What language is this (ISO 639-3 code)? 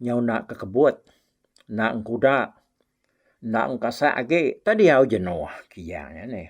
iba